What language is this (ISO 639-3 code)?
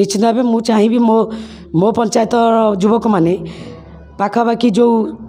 ori